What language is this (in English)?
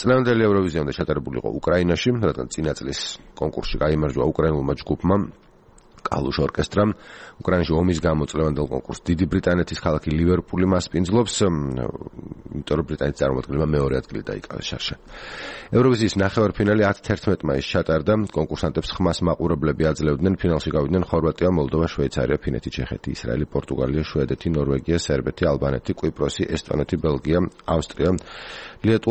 Georgian